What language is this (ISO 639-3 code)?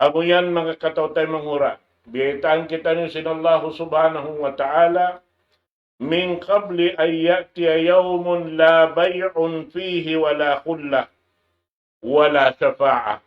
tsg